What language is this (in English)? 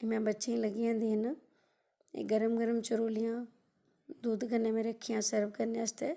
Dogri